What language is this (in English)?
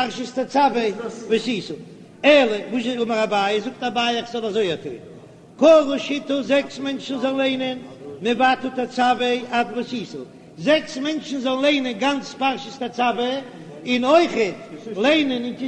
Yiddish